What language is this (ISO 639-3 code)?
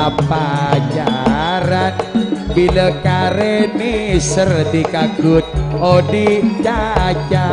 mad